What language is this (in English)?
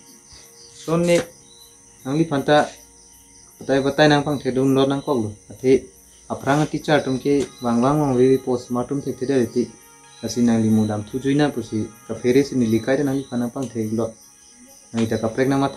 Karbi